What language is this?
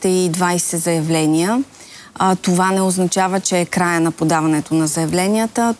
Bulgarian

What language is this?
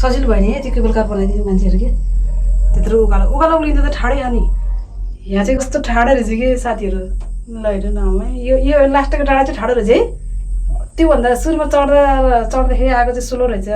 Nepali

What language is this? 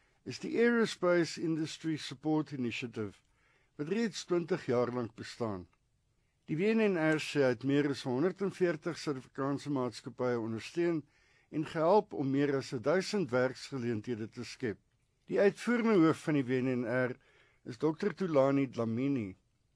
Afrikaans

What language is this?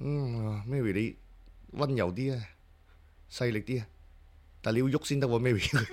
Cantonese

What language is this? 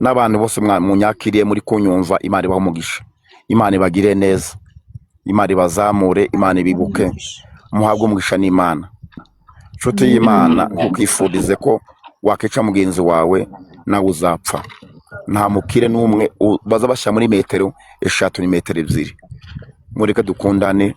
Kinyarwanda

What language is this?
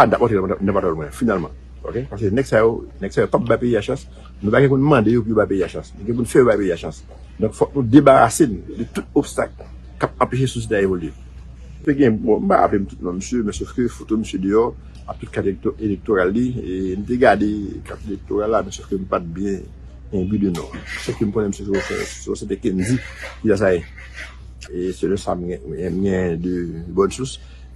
Haitian Creole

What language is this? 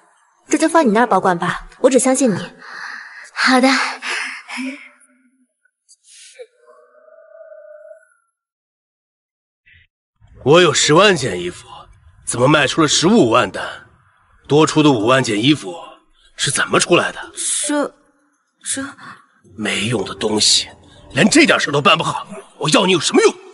Chinese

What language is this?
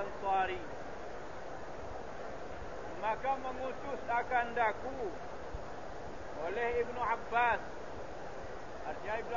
Malay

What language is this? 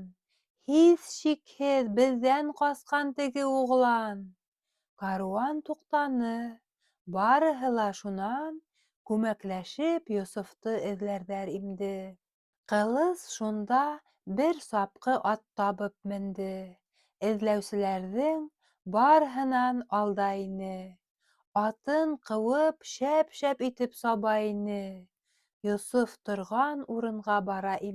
Bashkir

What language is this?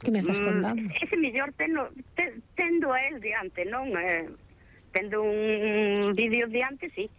Galician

